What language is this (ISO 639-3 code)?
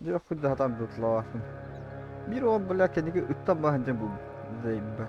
sah